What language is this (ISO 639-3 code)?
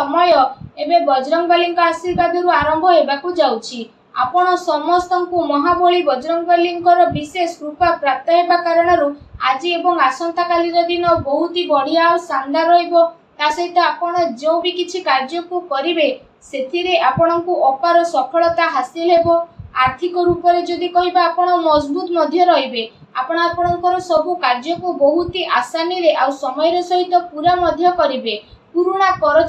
ori